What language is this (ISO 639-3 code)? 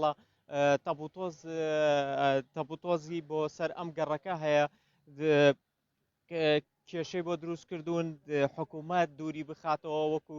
ckb